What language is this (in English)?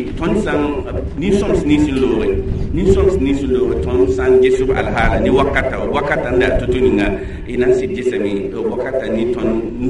Mossi